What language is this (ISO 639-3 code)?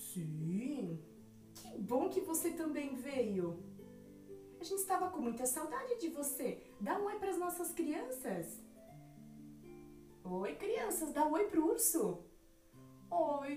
por